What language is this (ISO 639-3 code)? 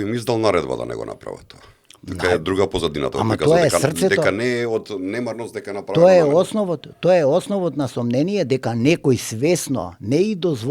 mkd